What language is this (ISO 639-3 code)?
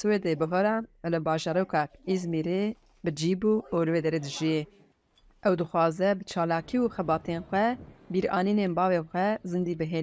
kur